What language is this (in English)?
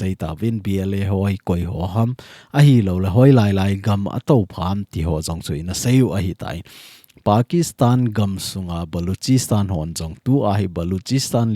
Thado Chin